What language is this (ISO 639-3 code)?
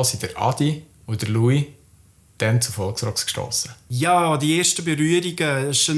gsw